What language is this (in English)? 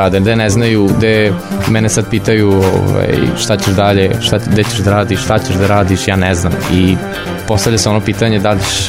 Serbian